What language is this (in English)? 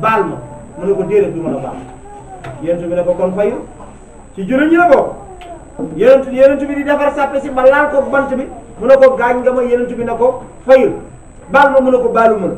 Wolof